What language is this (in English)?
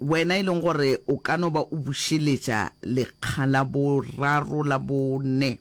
Northern Sotho